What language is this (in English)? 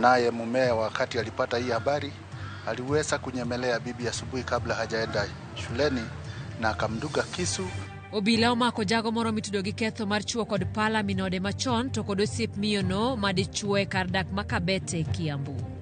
Luo (Kenya and Tanzania)